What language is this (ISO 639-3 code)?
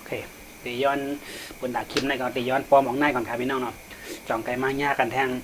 shn